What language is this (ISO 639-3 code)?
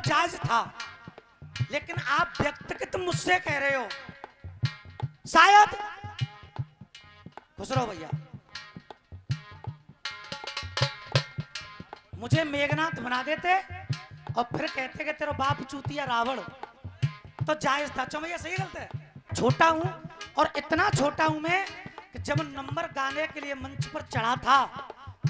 hin